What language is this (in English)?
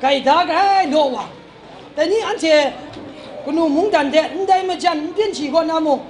Kachin